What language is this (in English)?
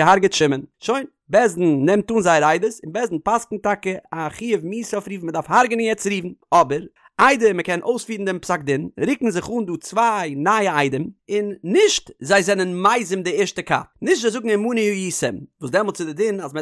Yiddish